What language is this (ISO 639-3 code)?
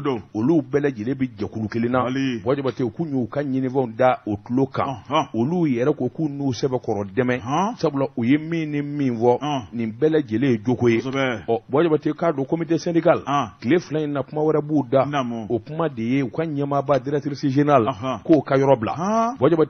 bam